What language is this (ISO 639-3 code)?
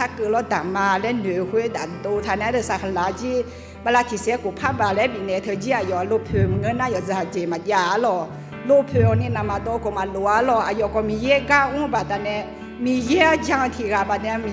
ahk